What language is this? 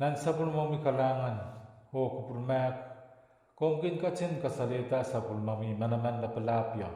Pohnpeian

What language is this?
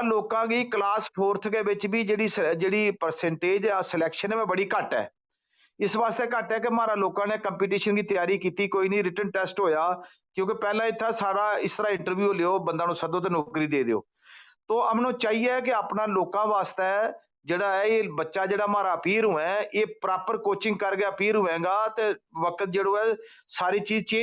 Gujari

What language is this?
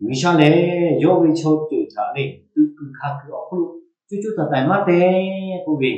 Lahu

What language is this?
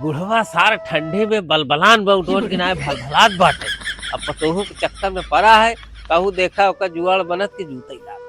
Awadhi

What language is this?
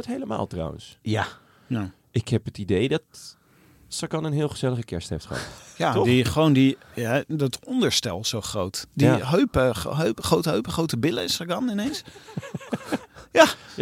Dutch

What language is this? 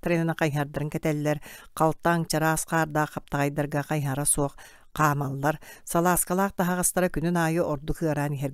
Yakut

